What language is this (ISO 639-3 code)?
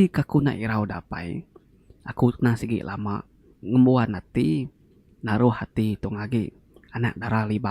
iba